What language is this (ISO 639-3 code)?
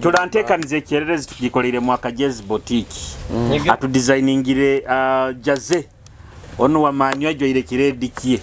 nyo